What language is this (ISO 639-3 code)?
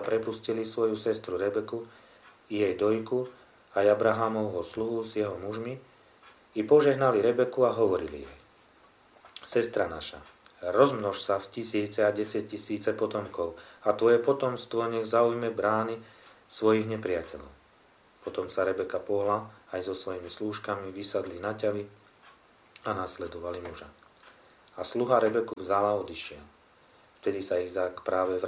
slk